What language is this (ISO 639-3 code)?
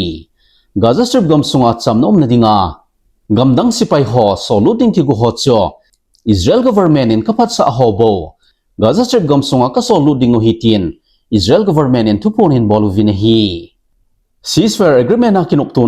tcz